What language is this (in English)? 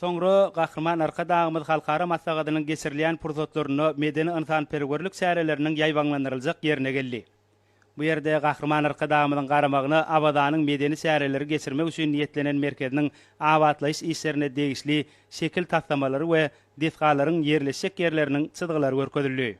Turkmen